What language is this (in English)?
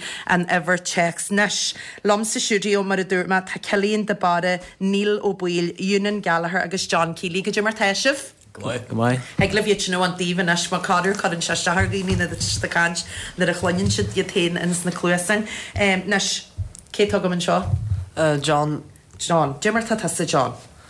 Irish